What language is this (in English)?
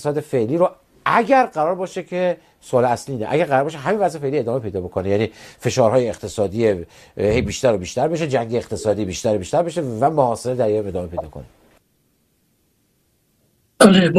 Persian